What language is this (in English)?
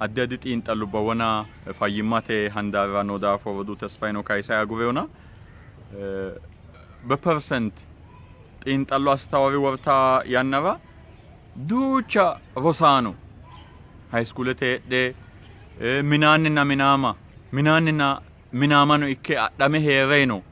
Sidamo